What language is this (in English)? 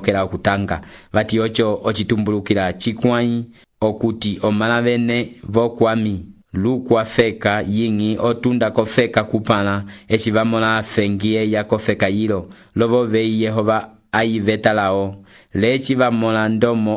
Umbundu